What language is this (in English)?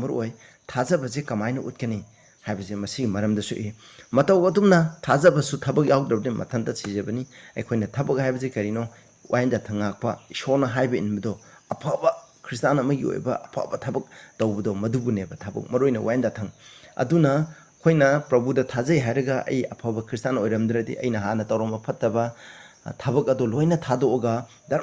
Manipuri